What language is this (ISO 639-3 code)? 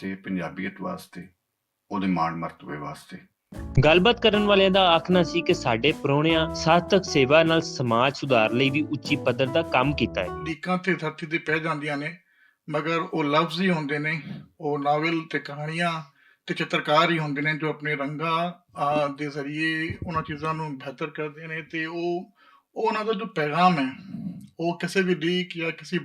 lah